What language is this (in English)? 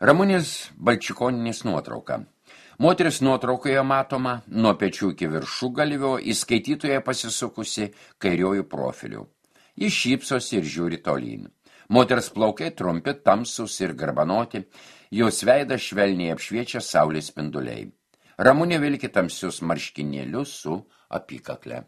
Lithuanian